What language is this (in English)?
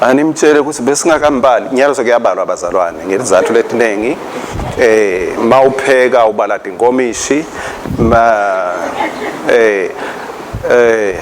Swati